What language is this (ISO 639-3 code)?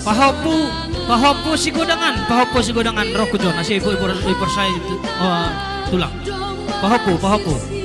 bts